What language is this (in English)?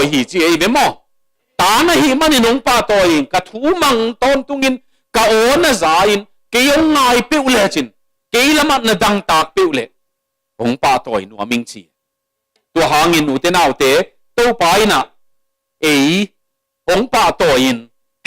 Tedim Chin